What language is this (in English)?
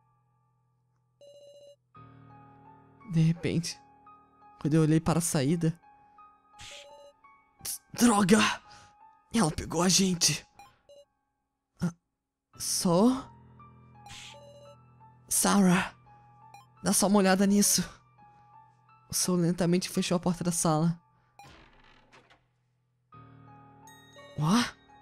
Portuguese